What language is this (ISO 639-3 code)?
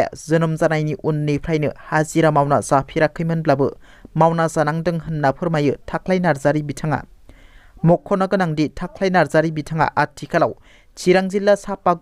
brx